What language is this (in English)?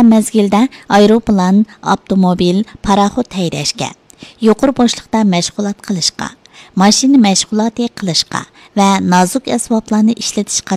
Uyghur